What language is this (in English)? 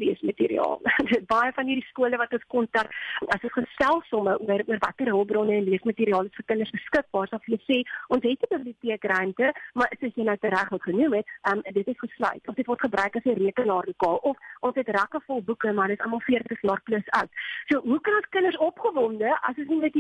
Afrikaans